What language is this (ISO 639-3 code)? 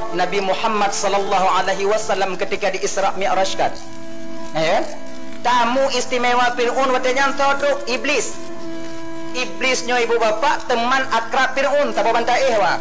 ace